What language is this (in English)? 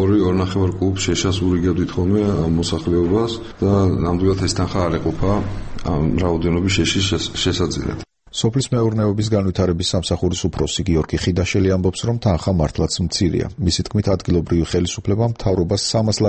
Georgian